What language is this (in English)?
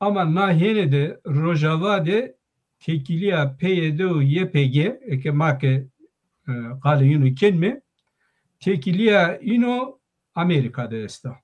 Zaza